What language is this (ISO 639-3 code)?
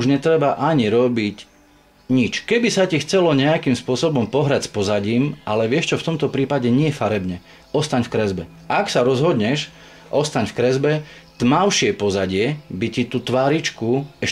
slk